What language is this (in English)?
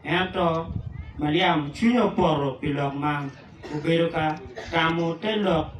Acoli